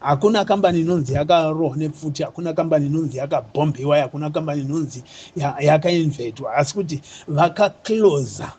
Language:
Shona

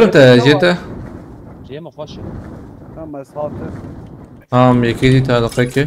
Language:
Kurdish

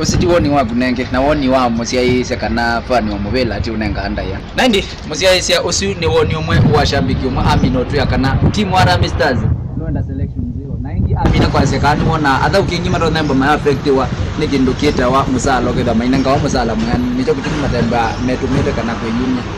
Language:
Kamba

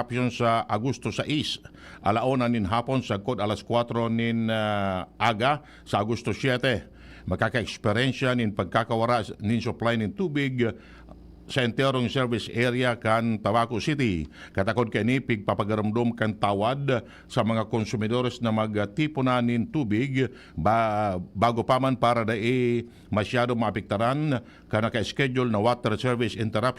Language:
Bikol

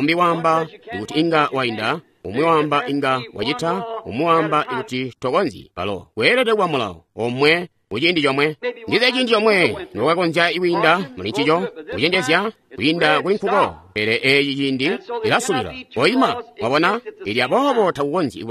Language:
Tonga (Zambia)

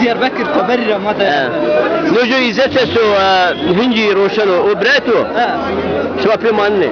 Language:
Zaza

